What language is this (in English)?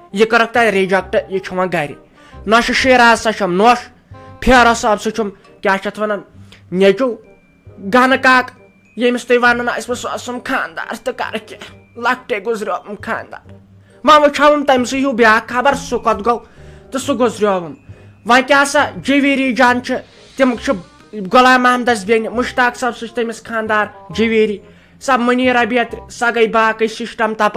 Kashmiri